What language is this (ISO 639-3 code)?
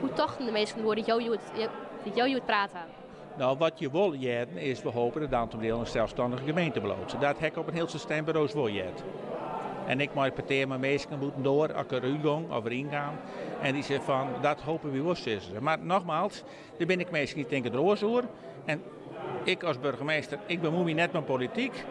fry